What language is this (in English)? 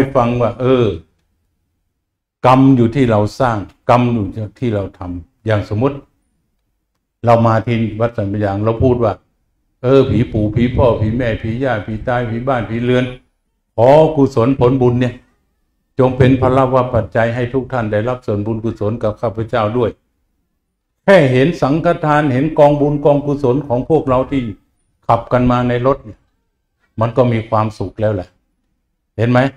Thai